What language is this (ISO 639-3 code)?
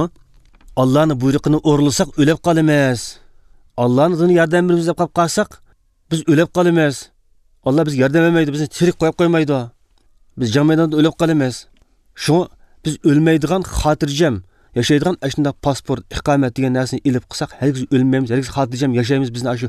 uig